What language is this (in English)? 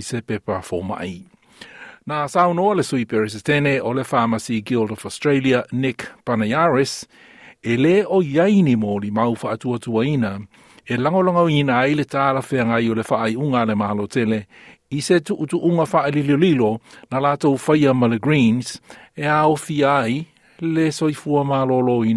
Samoan